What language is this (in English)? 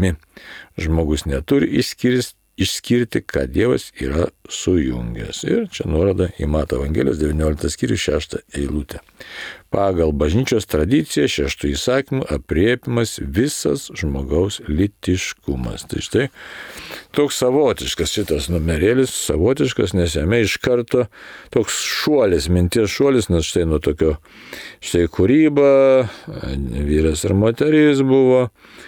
Lithuanian